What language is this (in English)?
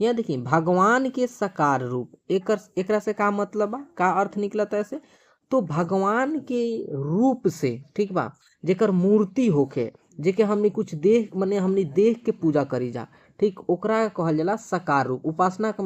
Bhojpuri